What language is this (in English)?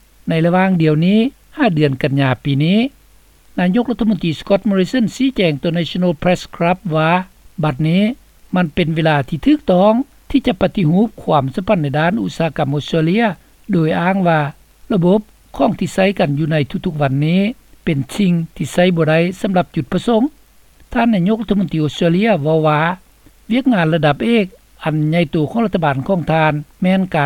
Lao